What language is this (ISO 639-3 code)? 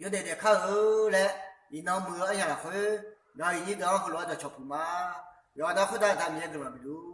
ahk